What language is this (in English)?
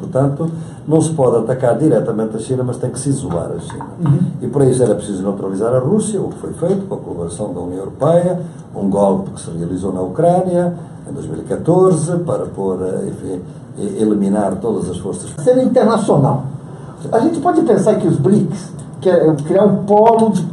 Portuguese